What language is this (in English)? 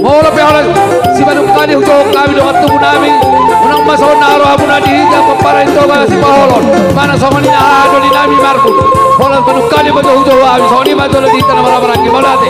Batak Toba